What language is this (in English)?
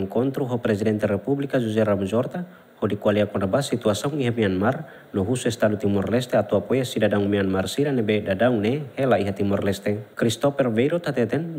Tetum